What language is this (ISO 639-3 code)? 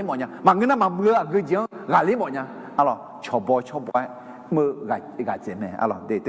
ahk